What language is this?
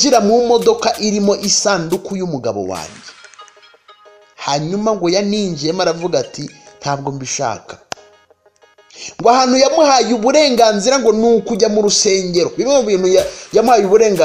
Kinyarwanda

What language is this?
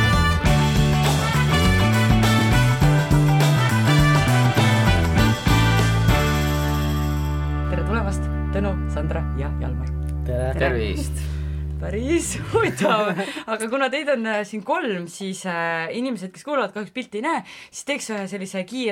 Estonian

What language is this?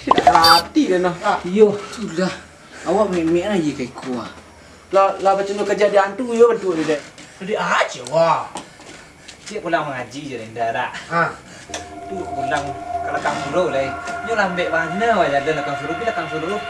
Minangkabau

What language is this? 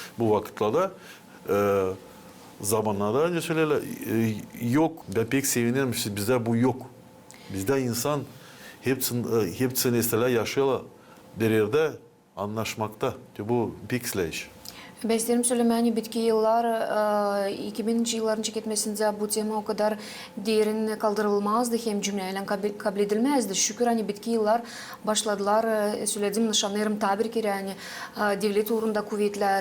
Gagauz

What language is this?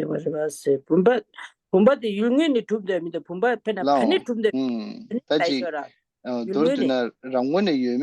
Tibetan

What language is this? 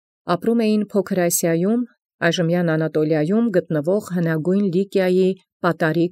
Armenian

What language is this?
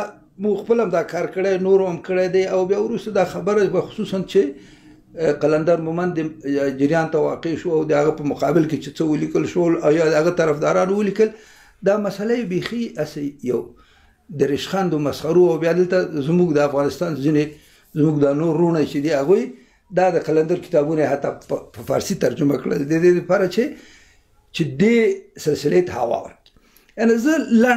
Pashto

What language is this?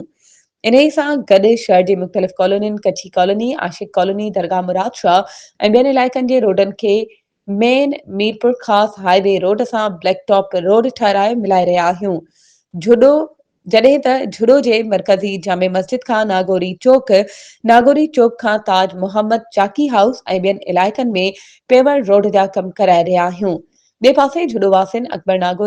Sindhi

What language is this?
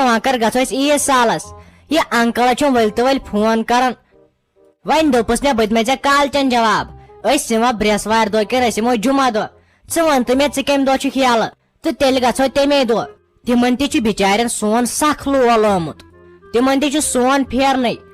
Kashmiri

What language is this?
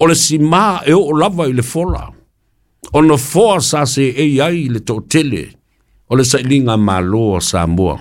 Samoan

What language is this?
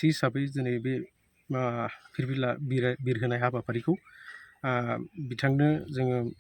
Bodo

